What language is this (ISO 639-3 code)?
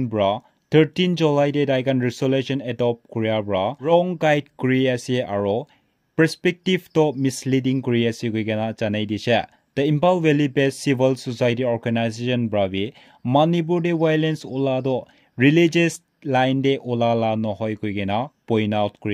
nag